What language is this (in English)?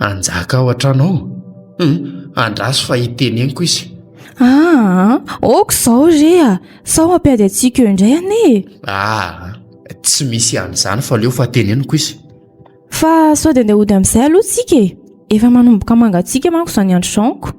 Malagasy